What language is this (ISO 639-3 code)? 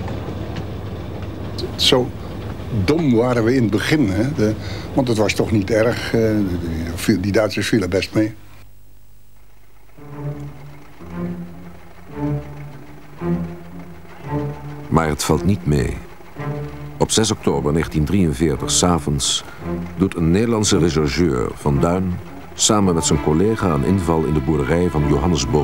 nld